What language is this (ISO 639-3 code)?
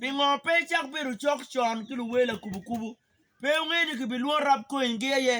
ach